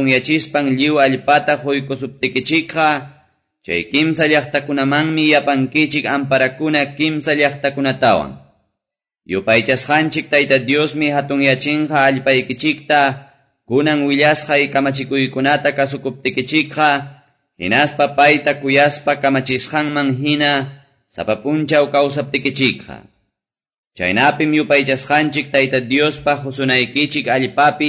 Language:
Quechua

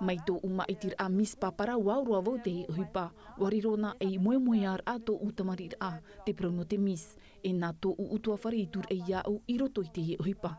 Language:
Tahitian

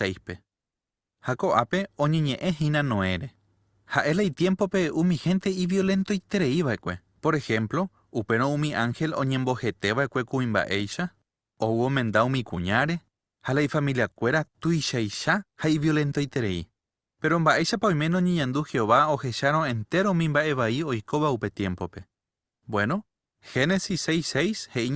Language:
Guarani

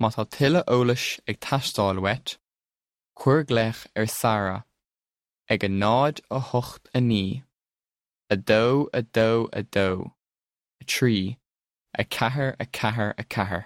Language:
Irish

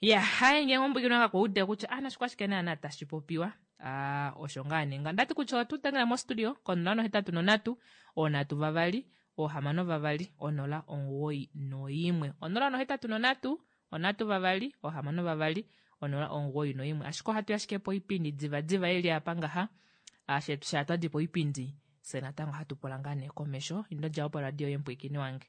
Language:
Kuanyama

